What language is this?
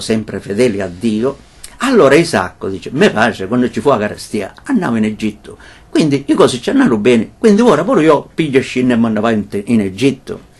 Italian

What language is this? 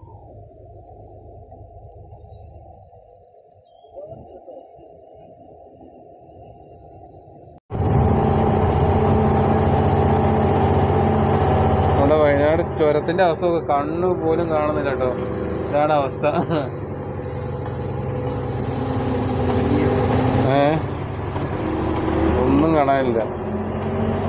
Malayalam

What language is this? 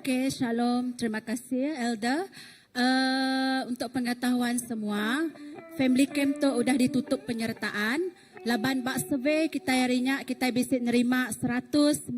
Iban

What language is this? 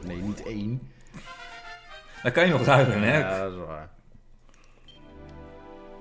Dutch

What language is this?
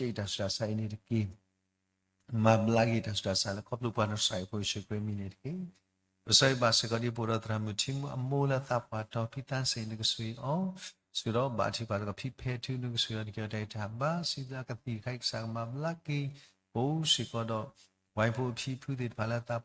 S'gaw Karen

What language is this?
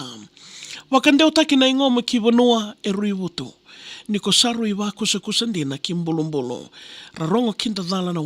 Fijian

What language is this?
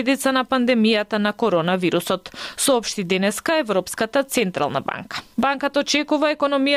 Macedonian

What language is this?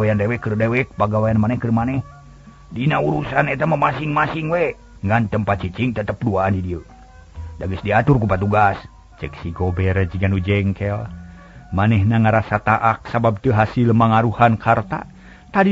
Sundanese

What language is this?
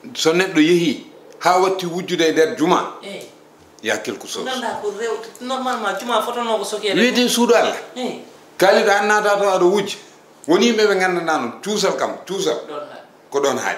Fula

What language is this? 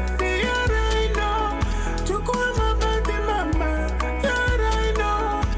Meru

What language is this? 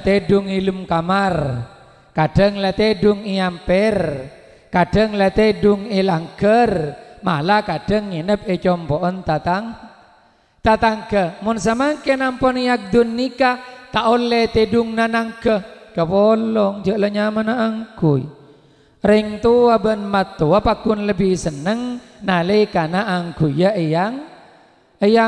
Madurese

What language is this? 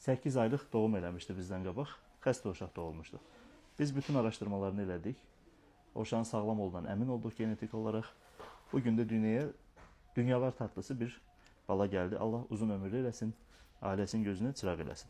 Azerbaijani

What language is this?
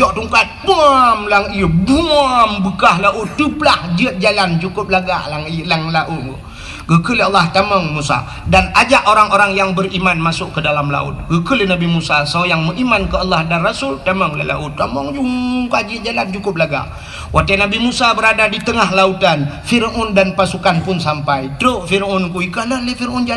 Achinese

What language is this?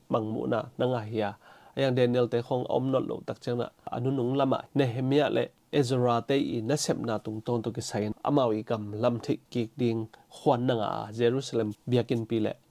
Tedim Chin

